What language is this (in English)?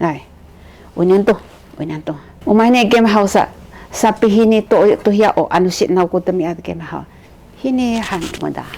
Sakizaya